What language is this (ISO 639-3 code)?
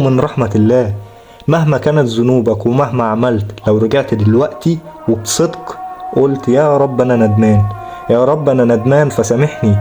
arz